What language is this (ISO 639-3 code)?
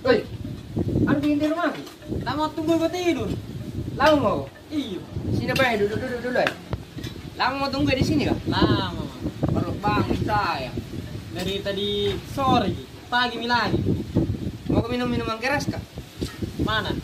mfp